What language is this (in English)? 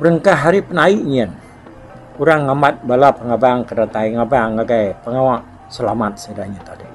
Iban